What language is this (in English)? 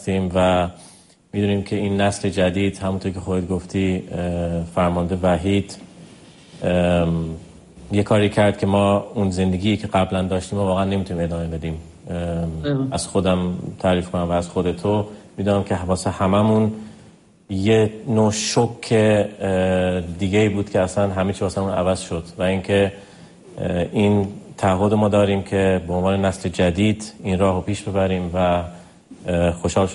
Persian